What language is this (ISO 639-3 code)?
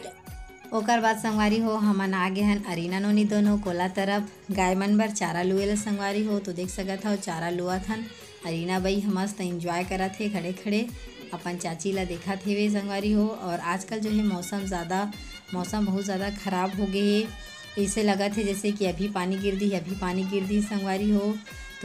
hne